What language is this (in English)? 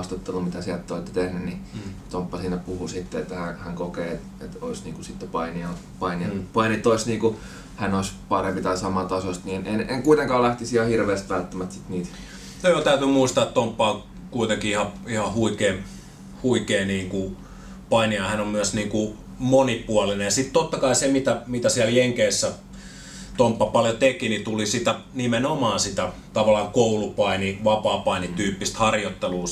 Finnish